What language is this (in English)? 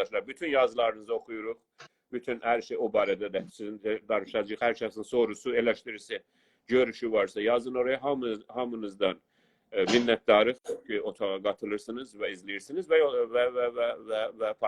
South Azerbaijani